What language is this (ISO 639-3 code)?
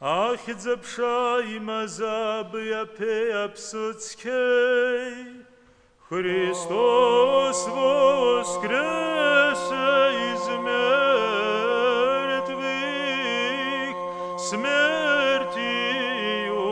abk